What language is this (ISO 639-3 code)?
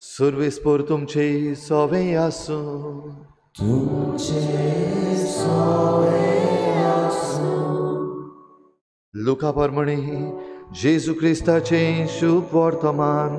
kok